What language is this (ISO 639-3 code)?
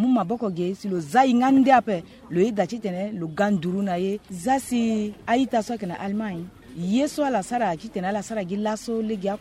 sag